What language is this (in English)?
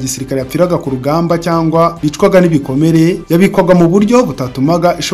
Kinyarwanda